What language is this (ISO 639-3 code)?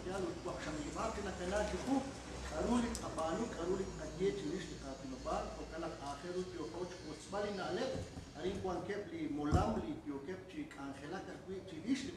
kek